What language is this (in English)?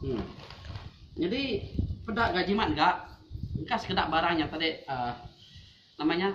Iban